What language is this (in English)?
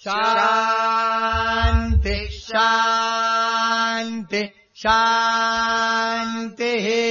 Sanskrit